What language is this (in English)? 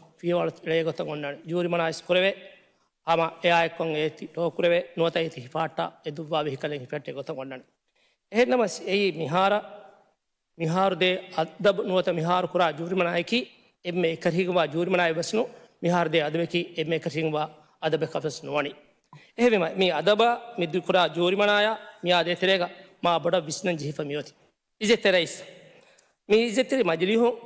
Divehi